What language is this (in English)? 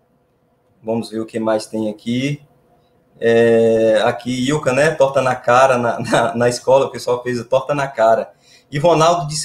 Portuguese